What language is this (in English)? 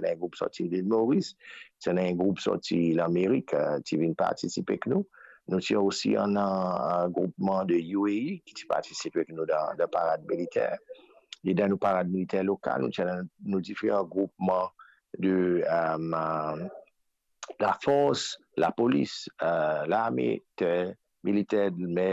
Morisyen